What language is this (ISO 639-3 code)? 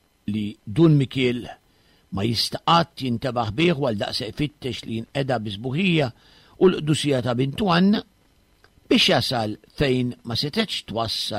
mlt